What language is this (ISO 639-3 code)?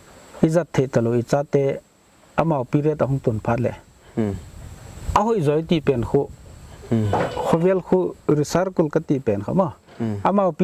pck